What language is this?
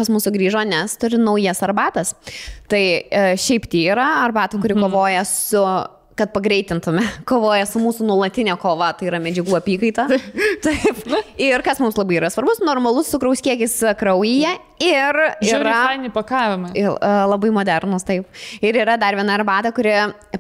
Lithuanian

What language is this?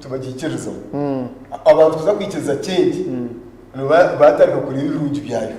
Nyankole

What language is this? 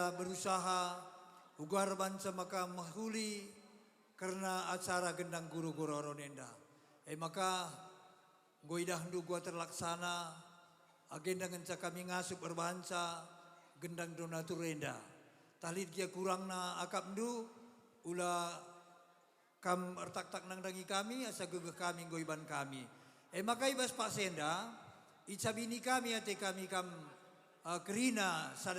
Batak Karo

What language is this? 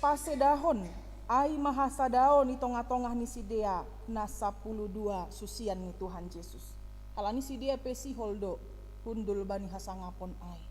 Batak Simalungun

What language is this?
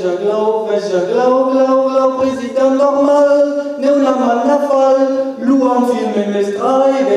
Breton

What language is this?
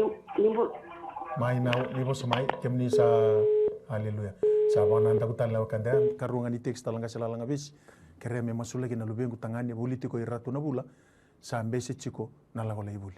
Fijian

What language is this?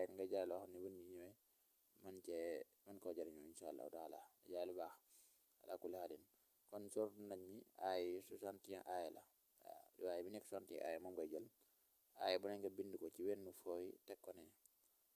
Wolof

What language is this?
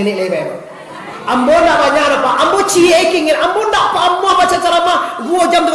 Minangkabau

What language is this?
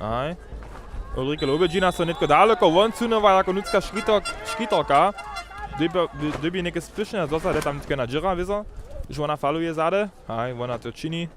Upper Sorbian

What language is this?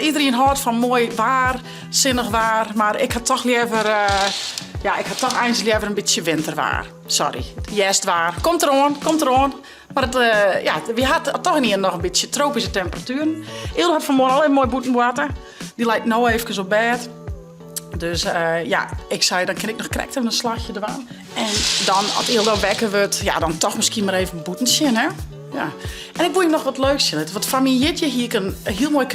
Western Frisian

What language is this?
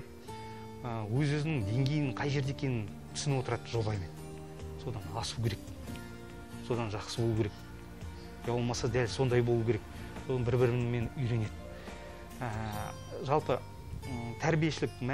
Kazakh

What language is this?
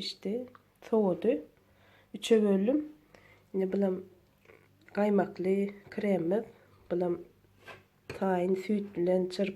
Turkmen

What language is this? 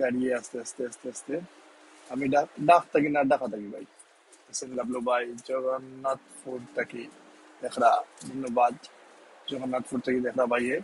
Sylheti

